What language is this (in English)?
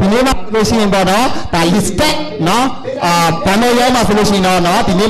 Burmese